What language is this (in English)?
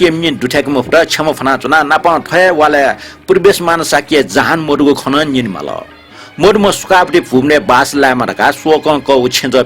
Newari